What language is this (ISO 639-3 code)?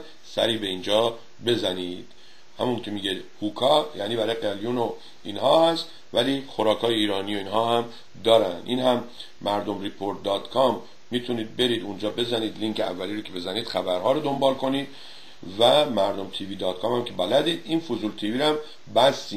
fas